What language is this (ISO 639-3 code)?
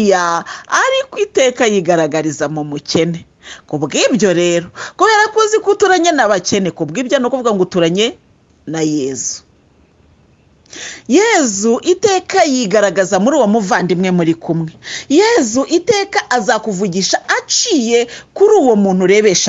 kin